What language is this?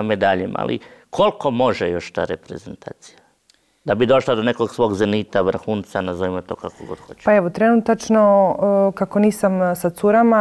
Croatian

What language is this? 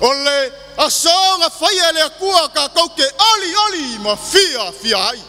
Samoan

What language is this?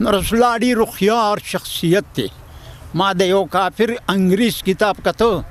Pashto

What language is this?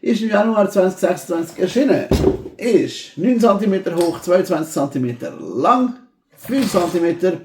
Swiss German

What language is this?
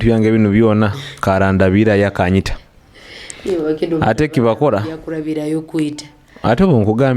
Nyoro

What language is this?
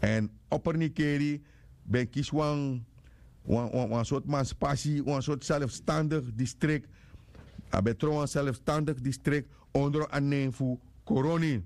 Sranan Tongo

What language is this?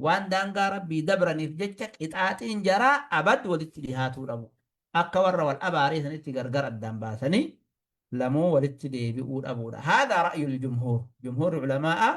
Oromo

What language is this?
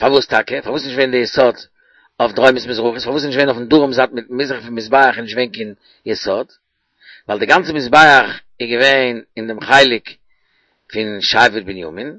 Yiddish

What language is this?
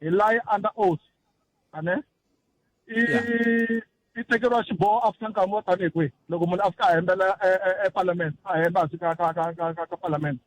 Tsonga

